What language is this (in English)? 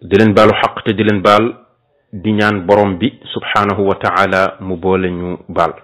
Wolof